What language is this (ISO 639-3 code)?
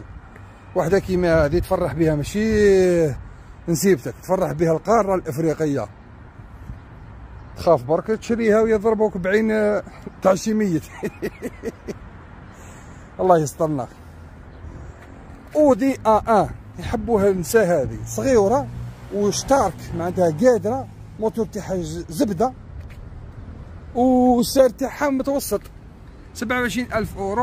arq